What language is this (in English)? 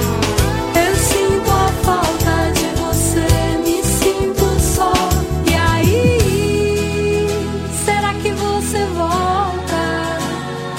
Portuguese